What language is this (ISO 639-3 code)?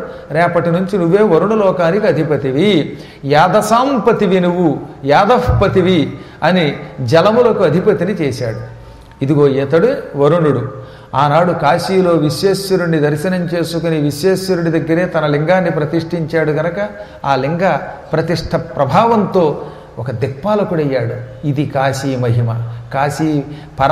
tel